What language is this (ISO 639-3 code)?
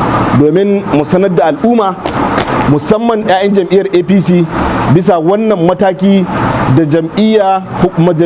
hau